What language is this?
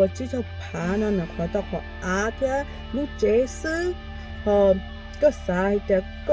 Hmong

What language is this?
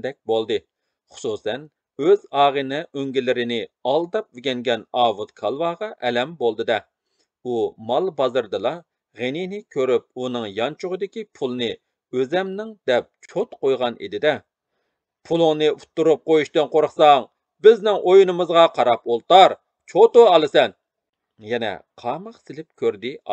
Uyghur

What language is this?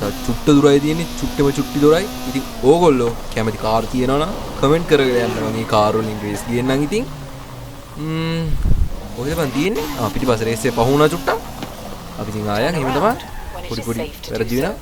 Sinhala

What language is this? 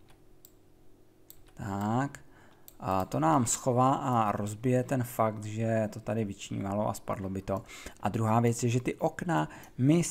Czech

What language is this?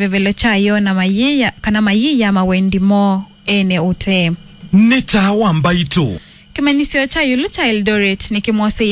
Kamba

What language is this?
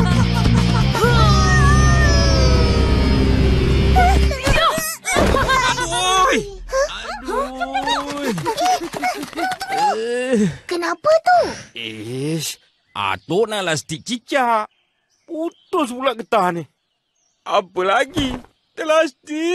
Malay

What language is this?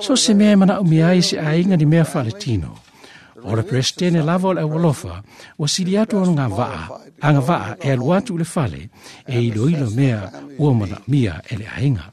Samoan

